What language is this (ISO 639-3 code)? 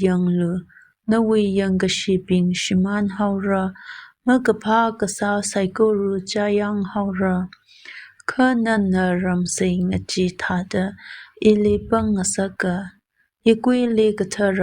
nmf